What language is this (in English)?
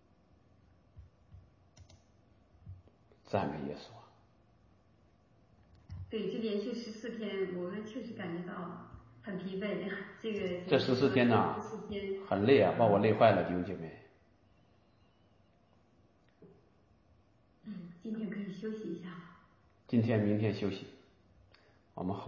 Chinese